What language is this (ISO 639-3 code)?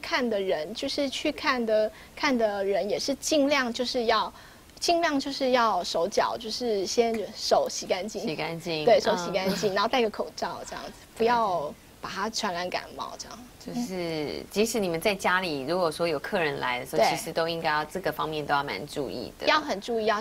zho